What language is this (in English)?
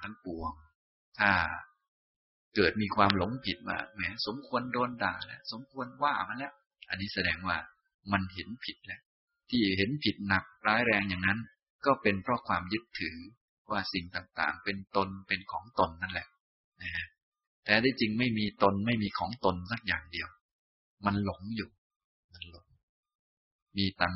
Thai